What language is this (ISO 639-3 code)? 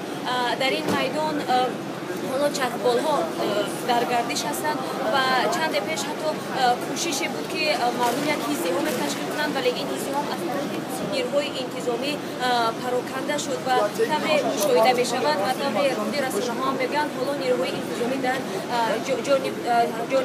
tgk